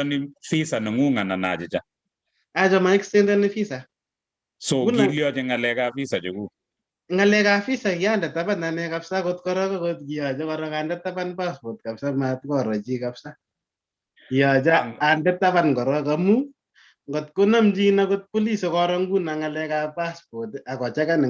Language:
Kalenjin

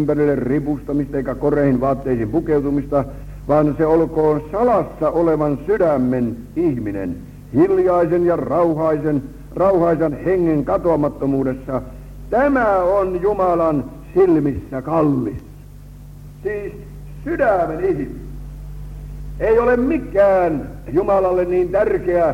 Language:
Finnish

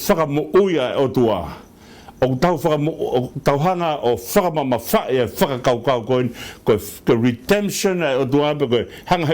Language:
Tongan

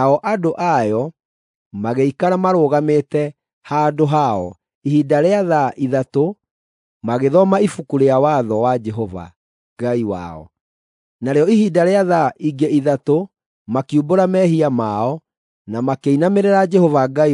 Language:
Kikuyu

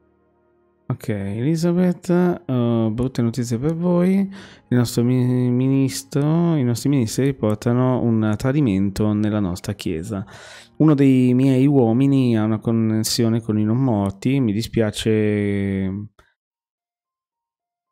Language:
Italian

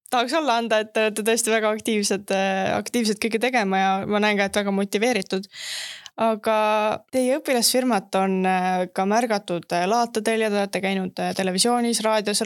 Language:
Estonian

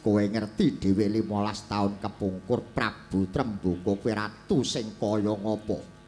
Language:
Javanese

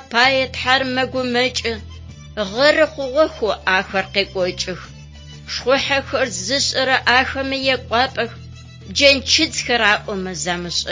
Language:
Adyghe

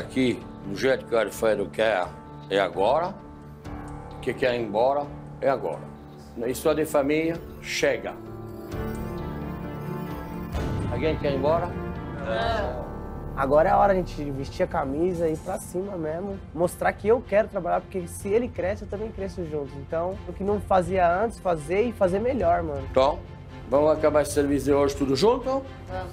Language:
Portuguese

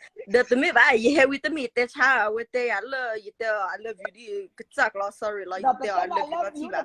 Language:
S'gaw Karen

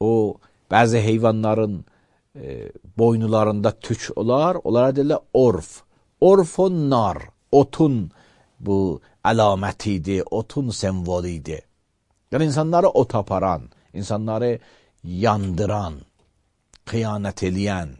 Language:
Azerbaijani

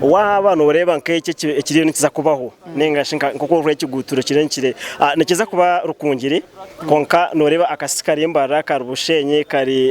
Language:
Nyankole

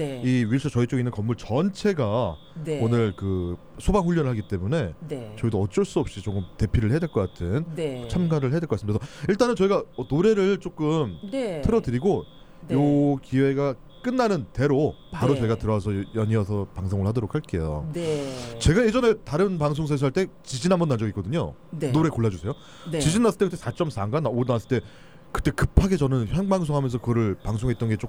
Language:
Korean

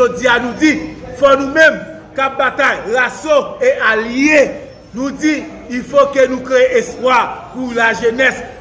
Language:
Haitian Creole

